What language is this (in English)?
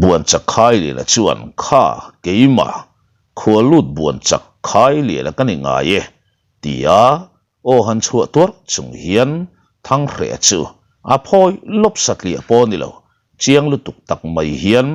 Mizo